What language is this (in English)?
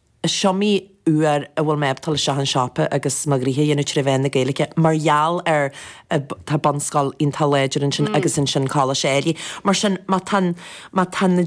Irish